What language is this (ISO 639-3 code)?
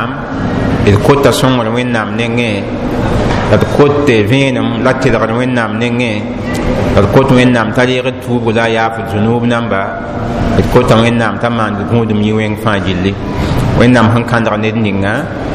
mos